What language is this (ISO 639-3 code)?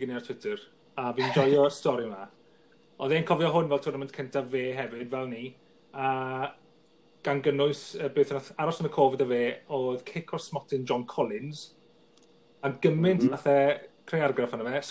cym